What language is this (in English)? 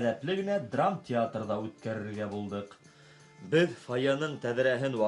Bashkir